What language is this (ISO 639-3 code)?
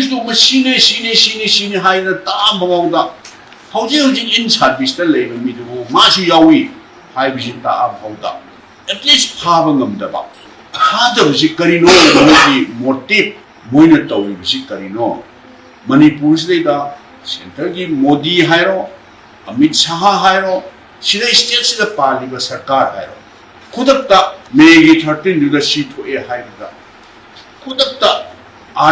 mni